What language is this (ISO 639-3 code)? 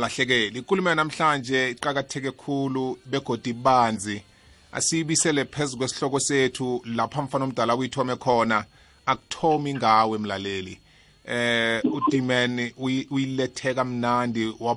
nbl